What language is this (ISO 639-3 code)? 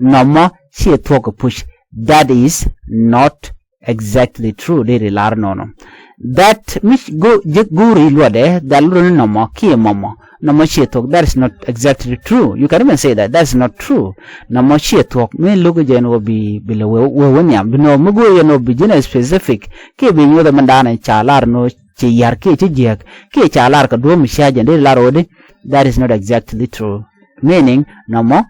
nus